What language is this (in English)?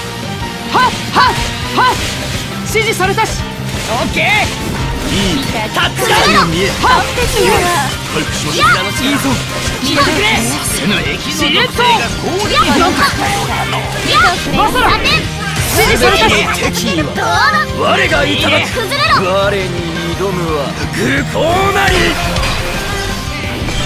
Japanese